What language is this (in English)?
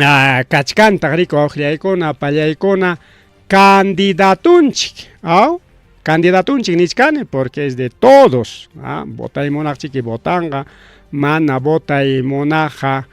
Ayacucho Quechua